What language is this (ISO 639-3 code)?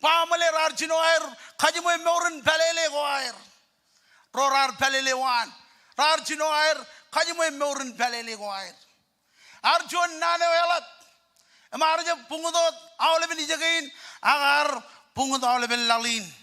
mah